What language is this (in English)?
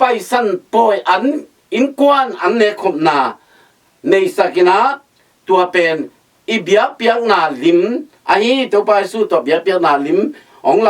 Tedim Chin